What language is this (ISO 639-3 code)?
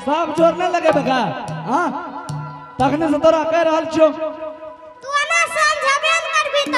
anp